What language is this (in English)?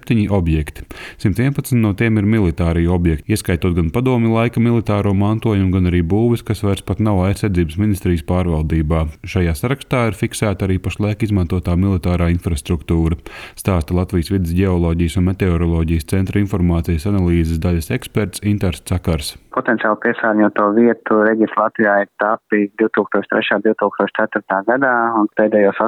Latvian